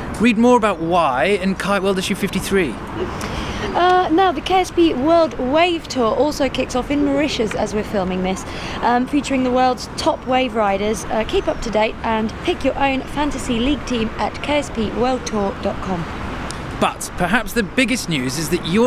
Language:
English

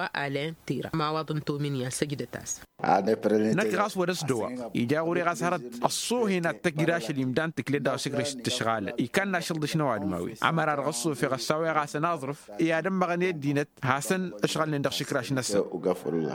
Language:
Tamasheq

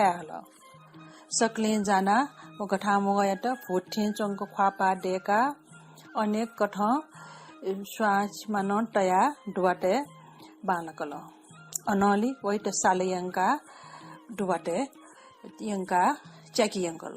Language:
Newari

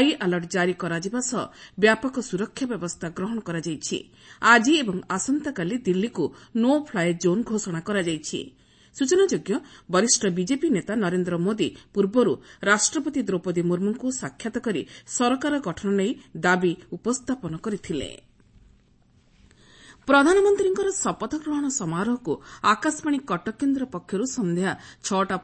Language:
Odia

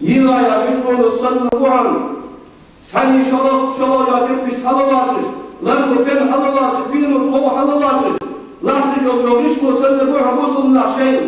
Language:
Ingush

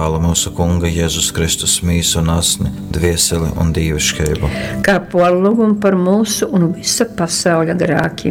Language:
Latgalian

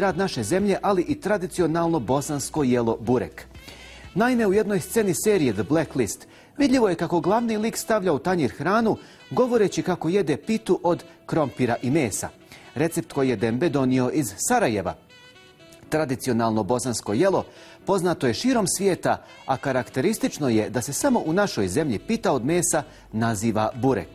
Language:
Bosnian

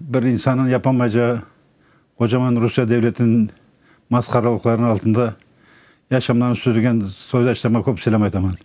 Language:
Crimean Tatar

